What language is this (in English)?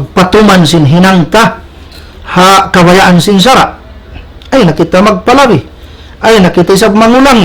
Tausug